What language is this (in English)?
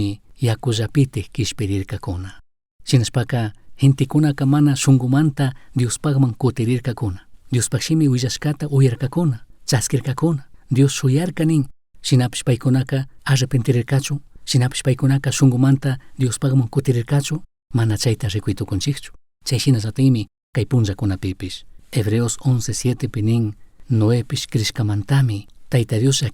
Chimborazo Highland Quichua